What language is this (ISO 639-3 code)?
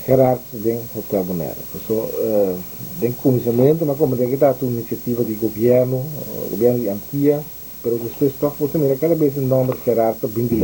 pap